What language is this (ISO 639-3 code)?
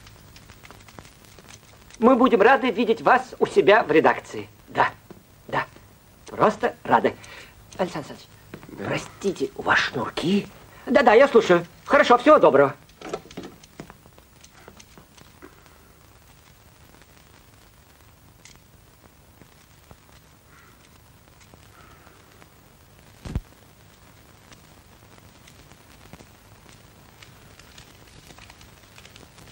rus